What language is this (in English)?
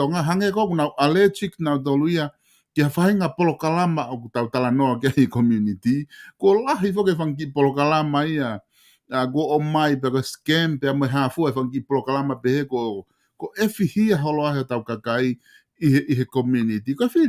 Tongan